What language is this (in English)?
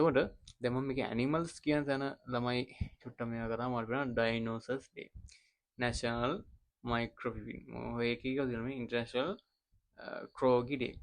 Sinhala